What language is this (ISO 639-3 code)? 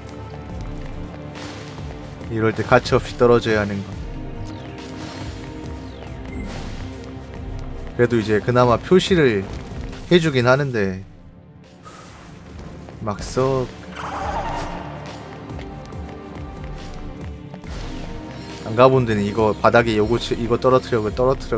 kor